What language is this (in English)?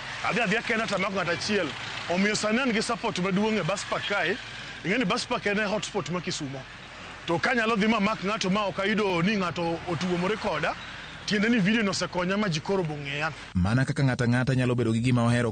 Luo (Kenya and Tanzania)